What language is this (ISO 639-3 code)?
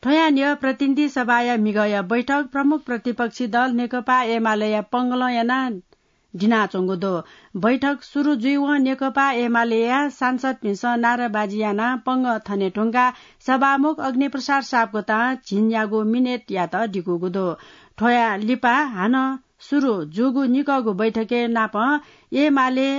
new